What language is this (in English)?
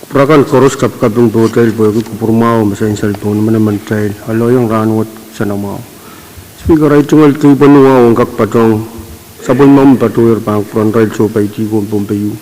Pohnpeian